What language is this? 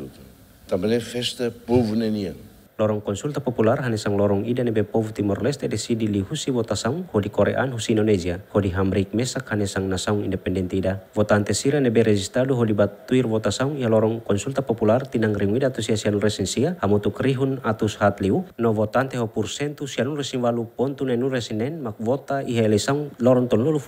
Tetum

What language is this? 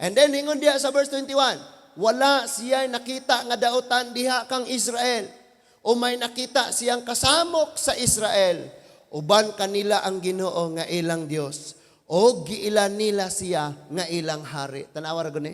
Cebuano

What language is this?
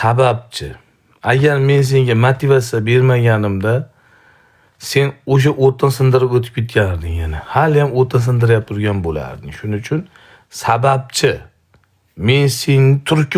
Uzbek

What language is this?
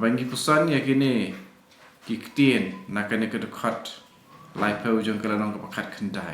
Khasi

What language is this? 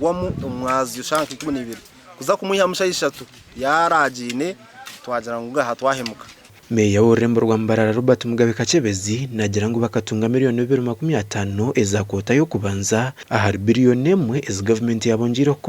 Nyankole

